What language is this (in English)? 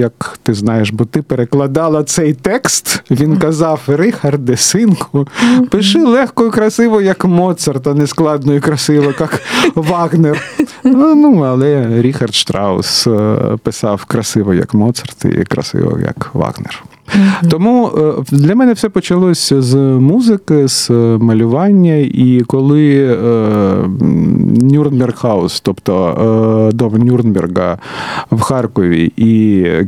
Ukrainian